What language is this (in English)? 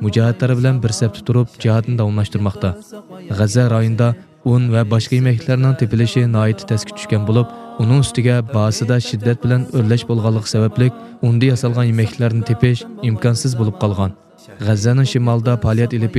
Uyghur